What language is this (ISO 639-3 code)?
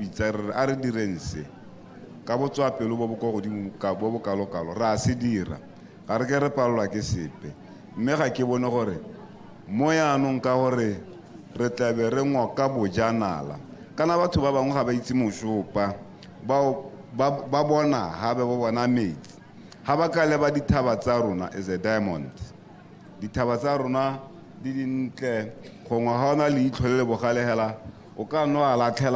tsn